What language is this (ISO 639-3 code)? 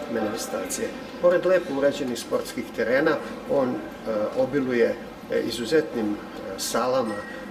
srp